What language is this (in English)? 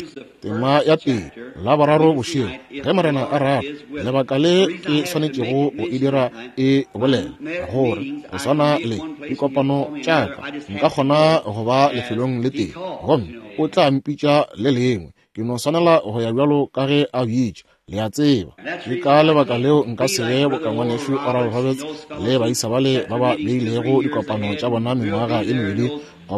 Northern Sotho